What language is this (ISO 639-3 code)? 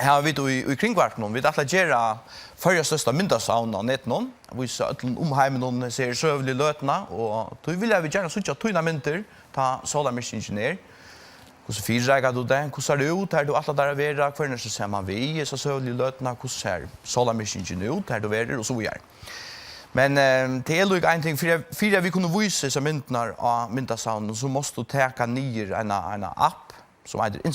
fao